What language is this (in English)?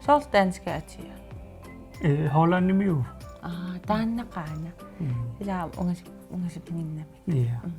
Kalaallisut